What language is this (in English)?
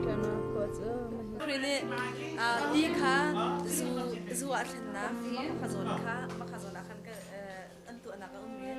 Hakha Chin